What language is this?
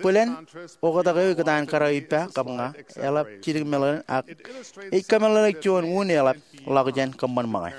Marshallese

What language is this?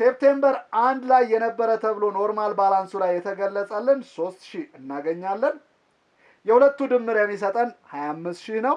Amharic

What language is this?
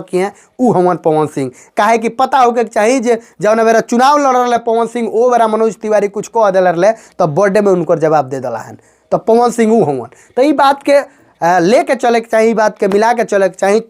Bhojpuri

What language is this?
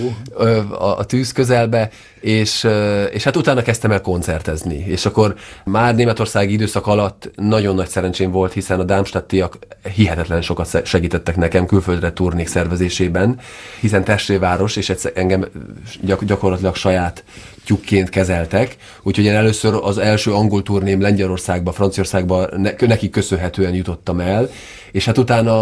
Hungarian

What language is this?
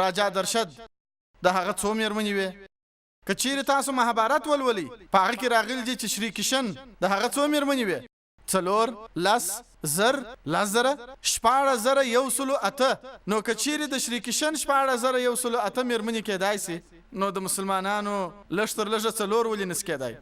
Pashto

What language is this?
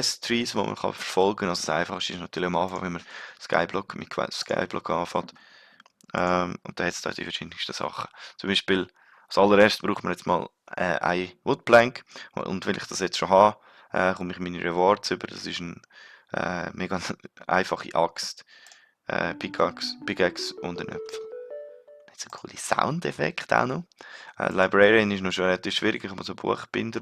Swiss German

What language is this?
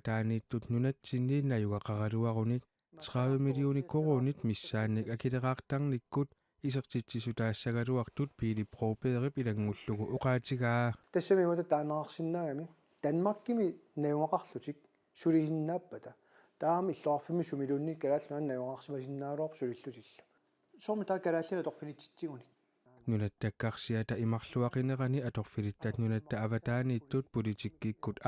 Kalaallisut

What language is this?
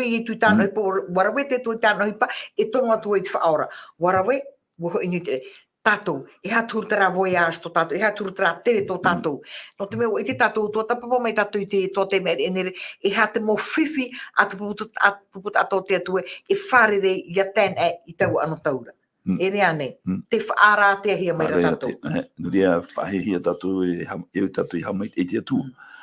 Tahitian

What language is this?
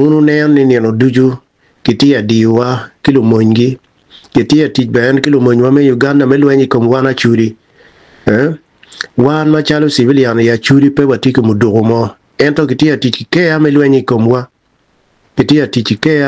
Acoli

